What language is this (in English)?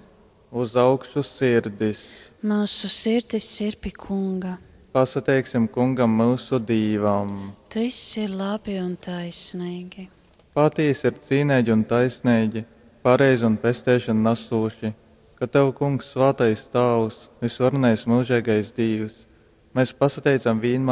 Latgalian